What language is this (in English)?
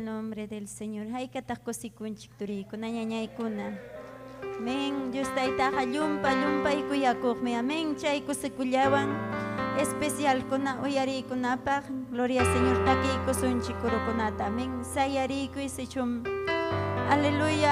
Ayacucho Quechua